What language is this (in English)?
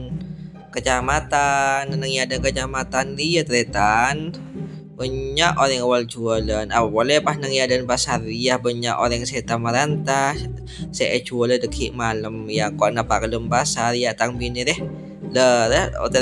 Madurese